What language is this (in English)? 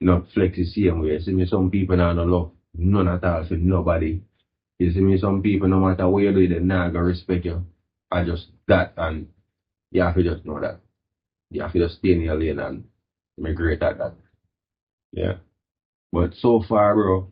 Jamaican Creole English